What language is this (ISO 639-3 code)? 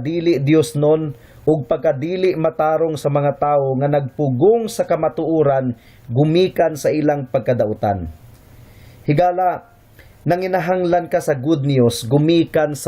ceb